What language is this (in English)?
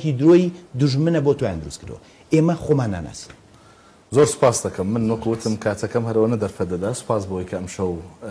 Central Kurdish